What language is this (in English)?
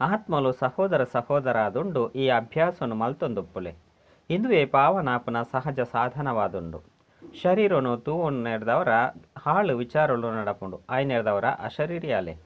Tulu